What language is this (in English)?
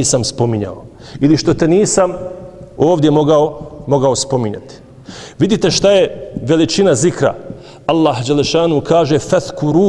Bosnian